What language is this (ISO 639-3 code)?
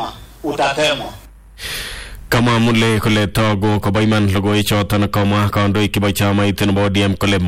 swa